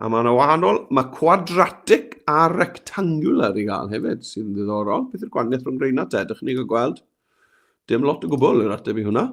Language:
Welsh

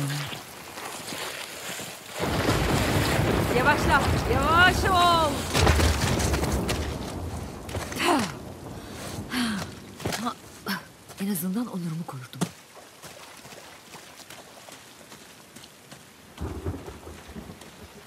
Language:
Turkish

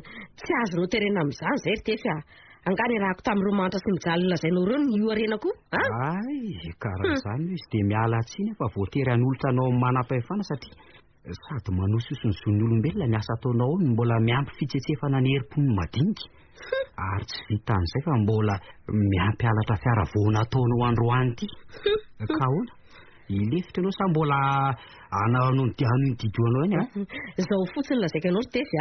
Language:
Malagasy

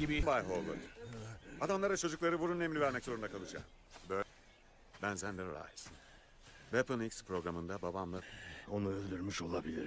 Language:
Turkish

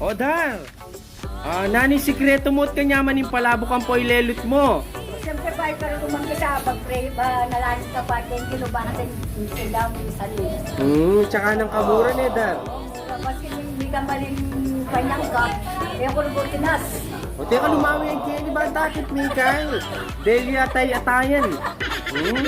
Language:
Pampanga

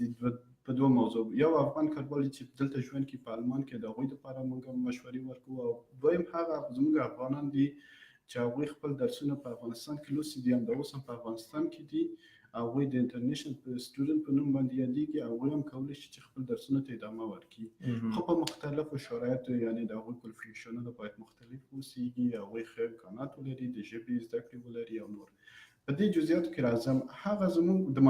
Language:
Pashto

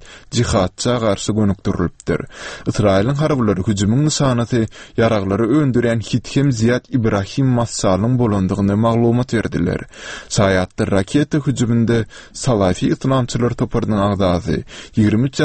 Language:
Turkmen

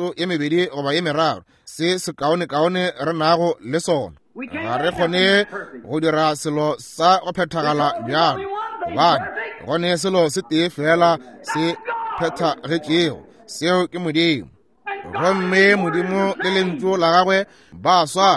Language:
Northern Sotho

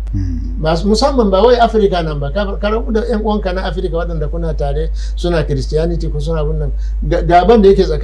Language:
Hausa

